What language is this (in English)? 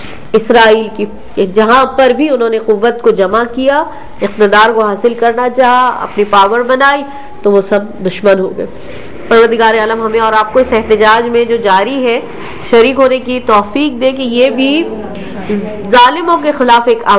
Urdu